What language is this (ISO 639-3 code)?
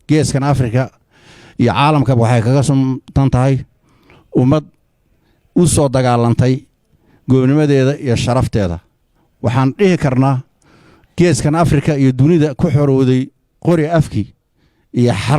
som